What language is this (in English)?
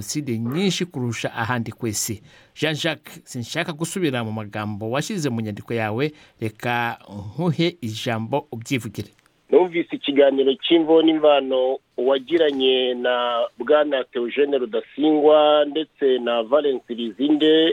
Kinyarwanda